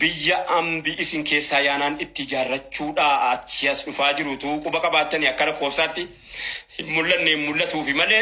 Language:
Oromo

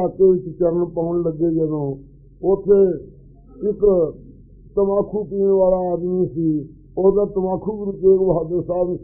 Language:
Punjabi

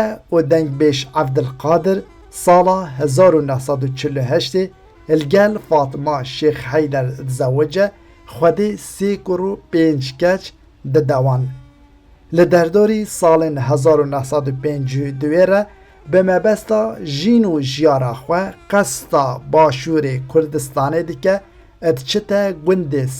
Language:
Kurdish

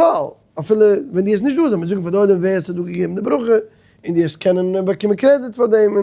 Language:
Yiddish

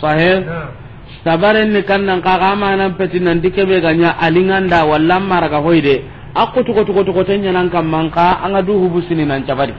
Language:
Soninke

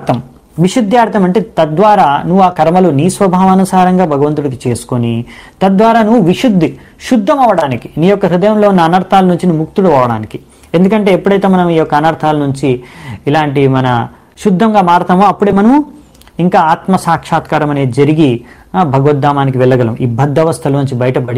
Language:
Telugu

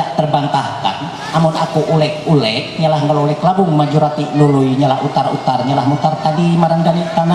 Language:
Ma'anyan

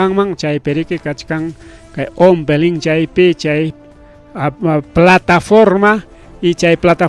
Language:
Ayacucho Quechua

